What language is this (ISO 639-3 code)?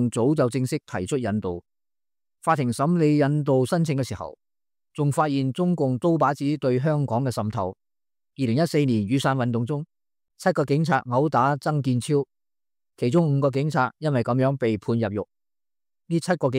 yue